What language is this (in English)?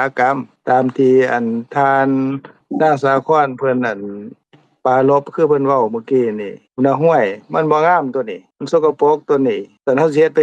Lao